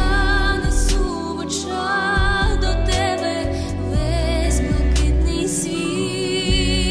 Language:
Ukrainian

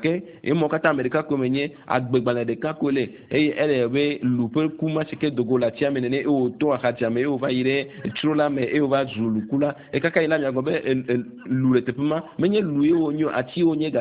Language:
Ewe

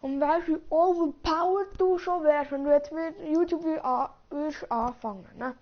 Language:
Swiss German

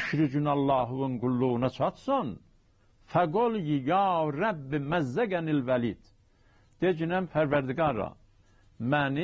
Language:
South Azerbaijani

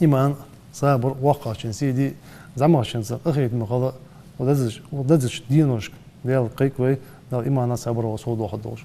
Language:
Ingush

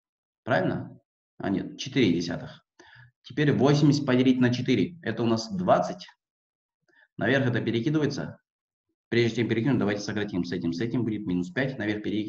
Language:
Russian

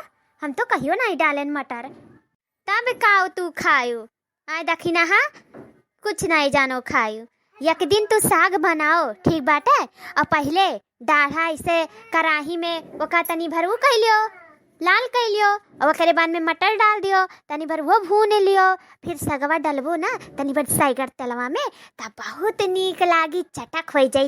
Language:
Awadhi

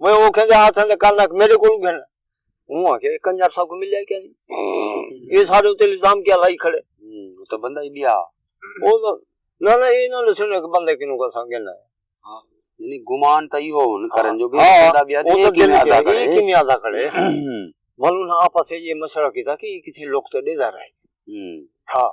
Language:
Saraiki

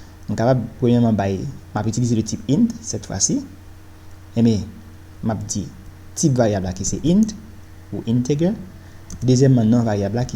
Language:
Haitian Creole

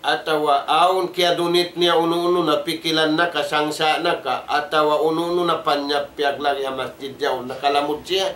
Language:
Tausug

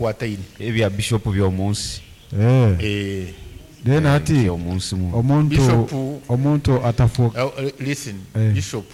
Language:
Nyoro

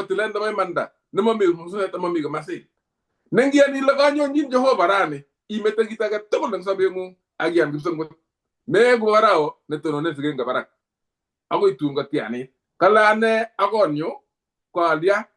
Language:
Kalenjin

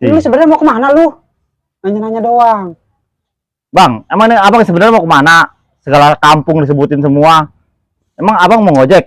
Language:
Betawi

